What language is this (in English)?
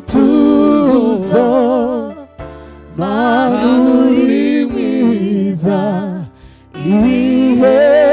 Kinyarwanda